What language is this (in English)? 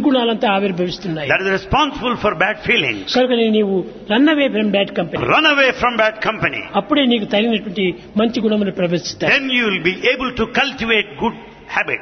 Telugu